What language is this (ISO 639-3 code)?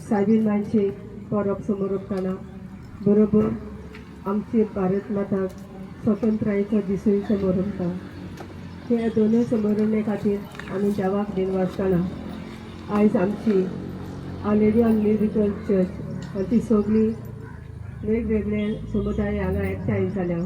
kok